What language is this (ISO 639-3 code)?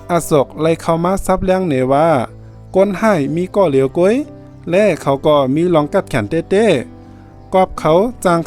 shn